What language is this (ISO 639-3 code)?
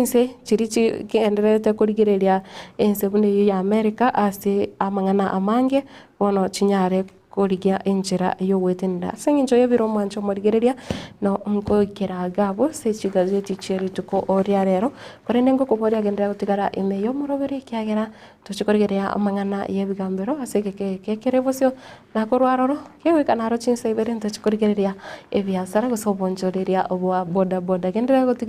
guz